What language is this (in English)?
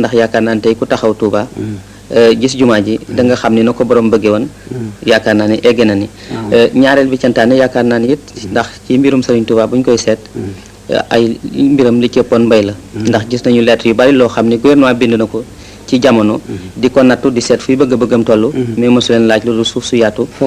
Wolof